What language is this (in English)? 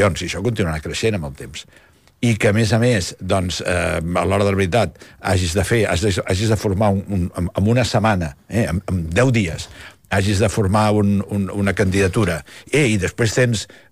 Catalan